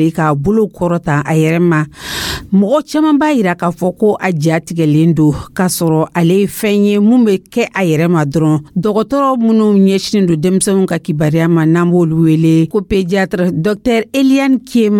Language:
Dyula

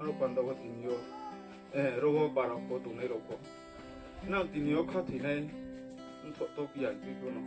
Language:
Riang (India)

